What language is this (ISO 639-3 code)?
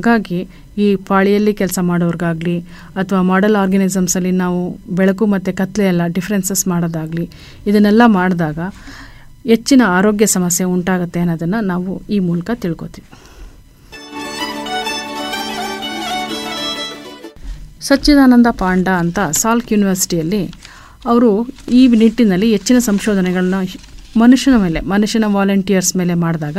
kan